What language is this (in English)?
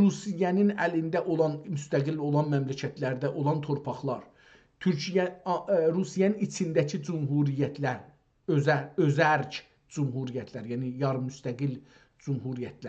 South Azerbaijani